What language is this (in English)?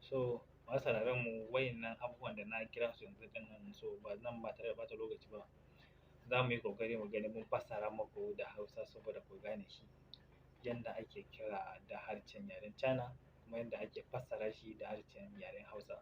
Hausa